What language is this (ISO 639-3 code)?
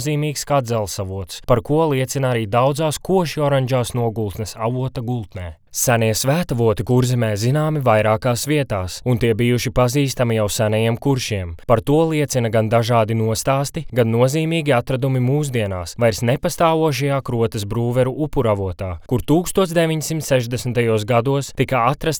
lav